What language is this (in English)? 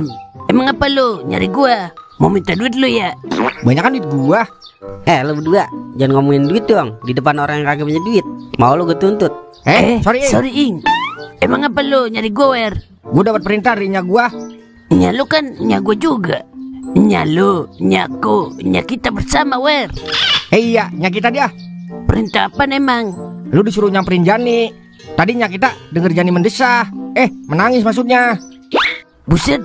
Betawi